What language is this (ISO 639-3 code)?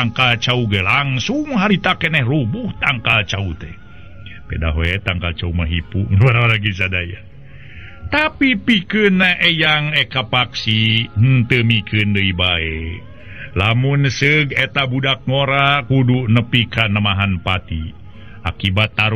sun